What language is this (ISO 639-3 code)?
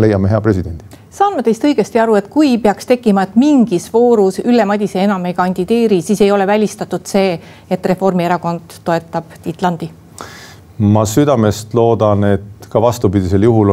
est